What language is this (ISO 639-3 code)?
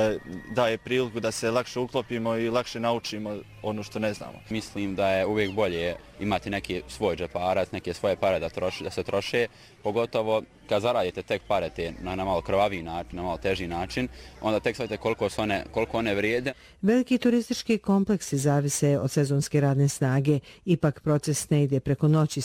bos